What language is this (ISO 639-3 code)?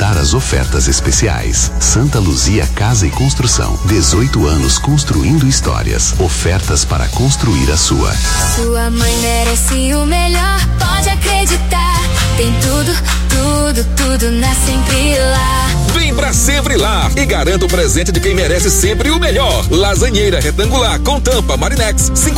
por